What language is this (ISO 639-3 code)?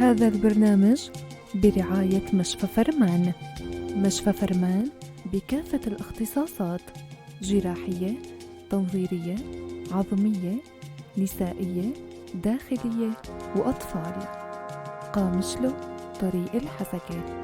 apc